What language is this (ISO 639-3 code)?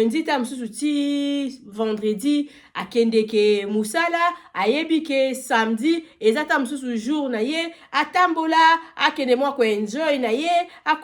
lin